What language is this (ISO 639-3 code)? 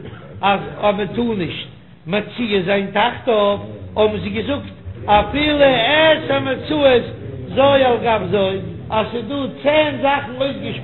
yid